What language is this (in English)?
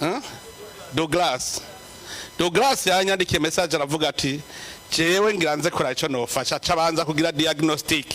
Rundi